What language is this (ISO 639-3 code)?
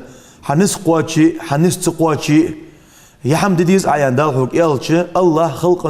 inh